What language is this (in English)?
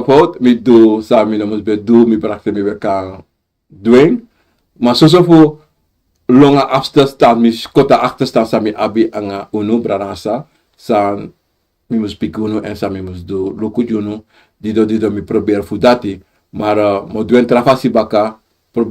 Sranan Tongo